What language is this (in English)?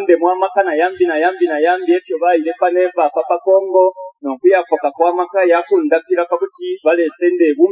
Bemba